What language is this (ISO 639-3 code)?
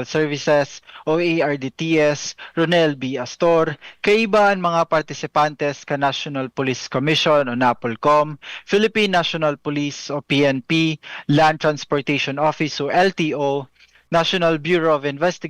bik